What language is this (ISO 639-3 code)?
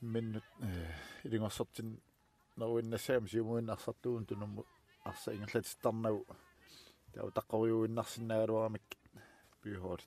kal